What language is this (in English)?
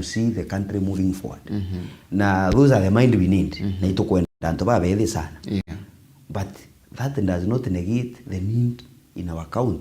Meru